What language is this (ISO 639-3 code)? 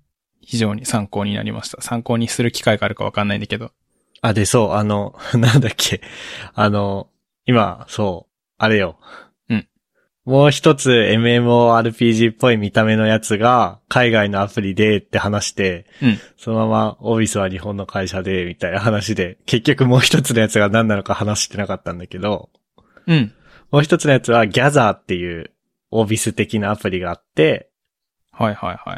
jpn